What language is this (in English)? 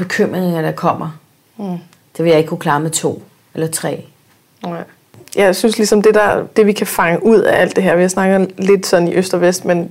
Danish